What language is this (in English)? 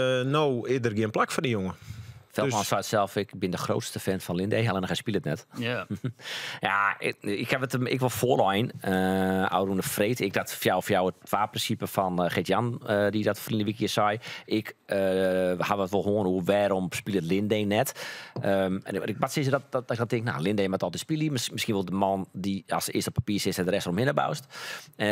Western Frisian